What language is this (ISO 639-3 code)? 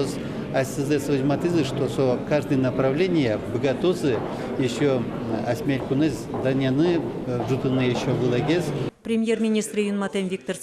udm